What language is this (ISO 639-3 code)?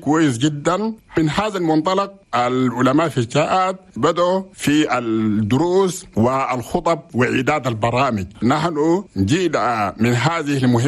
shu